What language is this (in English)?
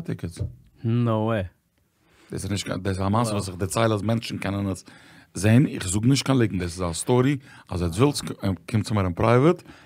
Yiddish